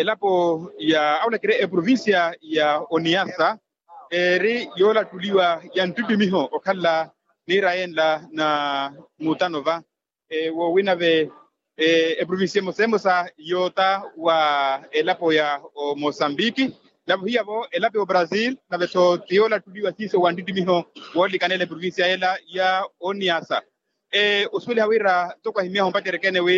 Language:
Makhuwa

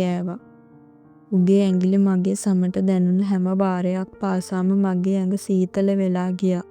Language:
Sinhala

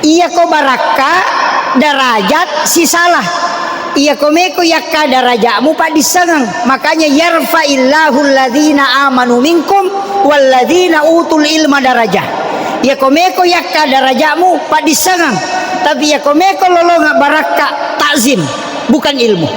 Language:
Buginese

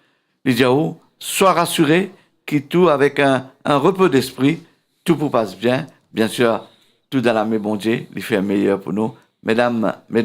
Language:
Morisyen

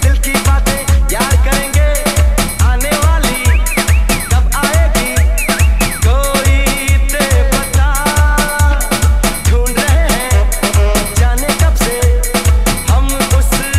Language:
Hindi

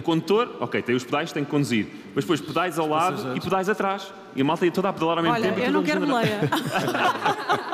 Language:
Portuguese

